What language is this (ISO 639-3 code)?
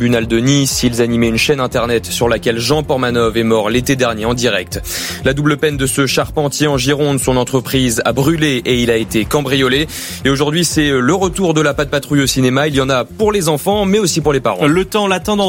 fra